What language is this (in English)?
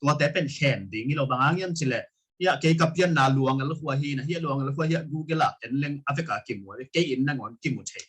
Tedim Chin